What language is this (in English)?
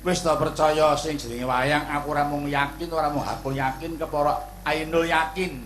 Javanese